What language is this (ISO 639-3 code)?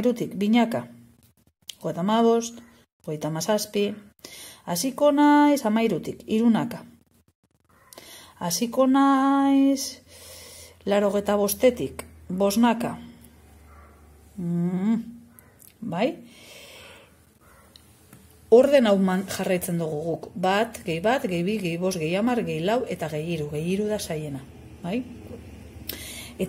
eus